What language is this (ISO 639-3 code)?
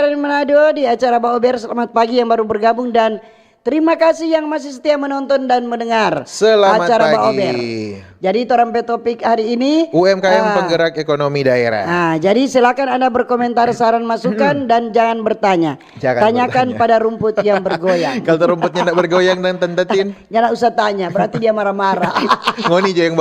xmm